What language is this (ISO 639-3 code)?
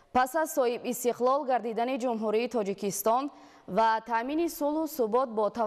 tgk